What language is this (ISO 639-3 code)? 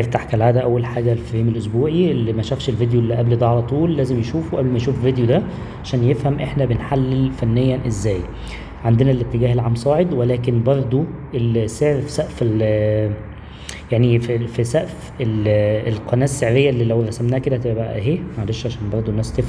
arz